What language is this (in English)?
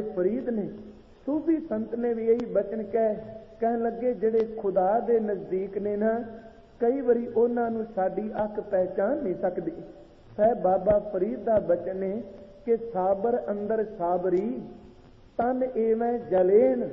Punjabi